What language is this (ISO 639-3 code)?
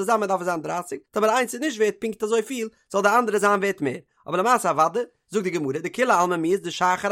yid